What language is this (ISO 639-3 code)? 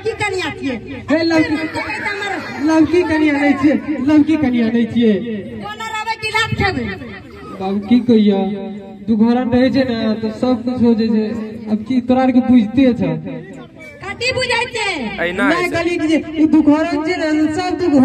mai